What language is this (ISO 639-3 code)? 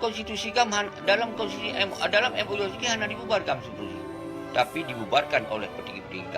ace